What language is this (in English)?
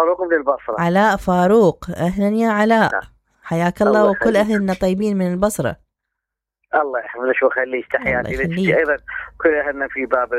Mesopotamian Arabic